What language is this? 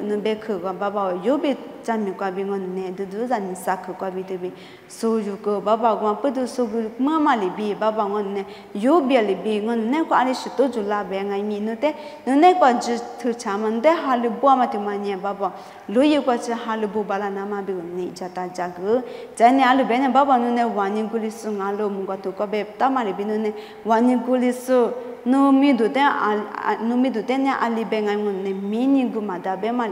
Lisu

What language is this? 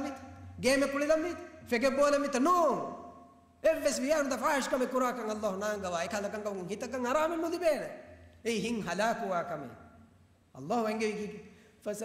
Divehi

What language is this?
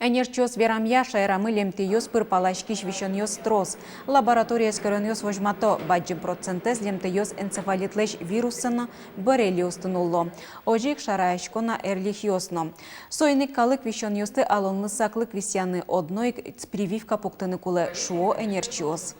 Udmurt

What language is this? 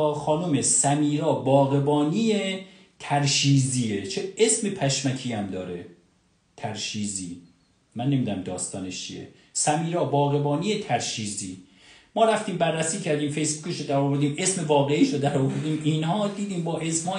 Persian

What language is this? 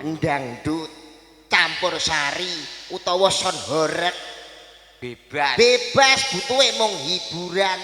Javanese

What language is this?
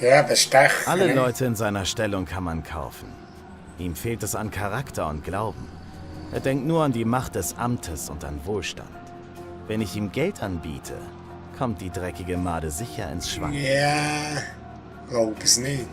Swiss German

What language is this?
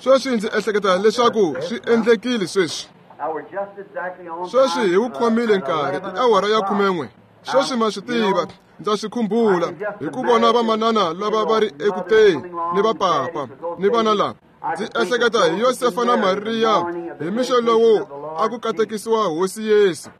Tsonga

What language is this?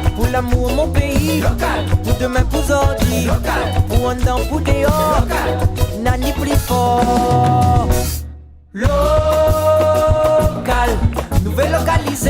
Réunion Creole French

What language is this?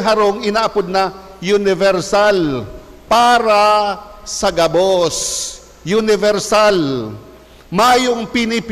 Bikol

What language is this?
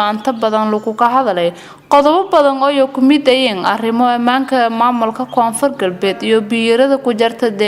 Somali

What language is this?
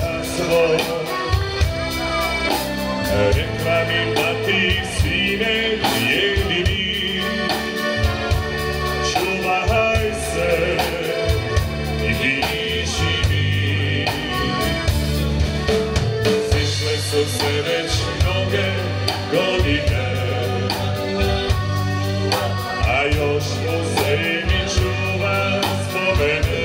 Croatian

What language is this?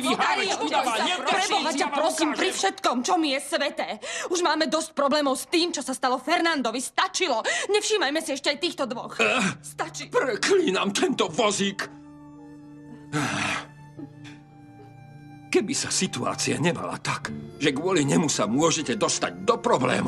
Slovak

